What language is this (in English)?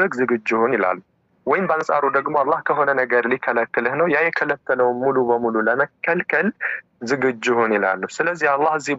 Amharic